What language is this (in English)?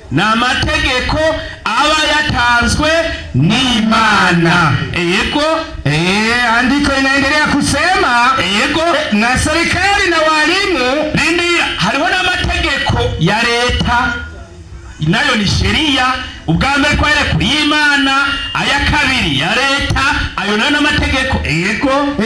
Rundi